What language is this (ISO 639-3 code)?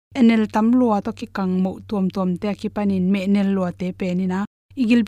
ctd